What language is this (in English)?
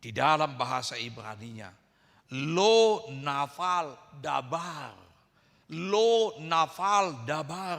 Batak Toba